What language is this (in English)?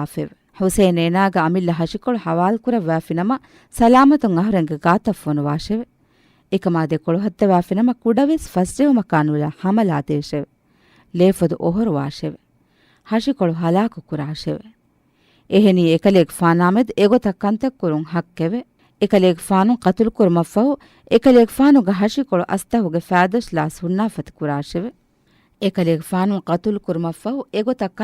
Divehi